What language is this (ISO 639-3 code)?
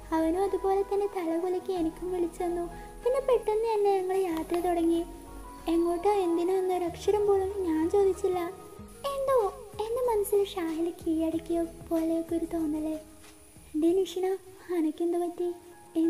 mal